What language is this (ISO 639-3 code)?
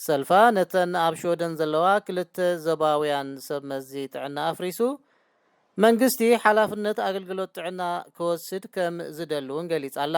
tir